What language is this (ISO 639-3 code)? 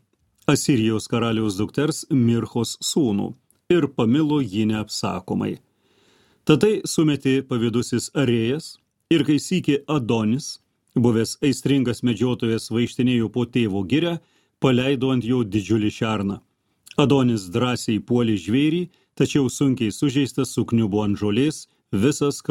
lit